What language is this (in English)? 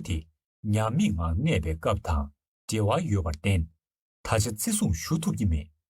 Tibetan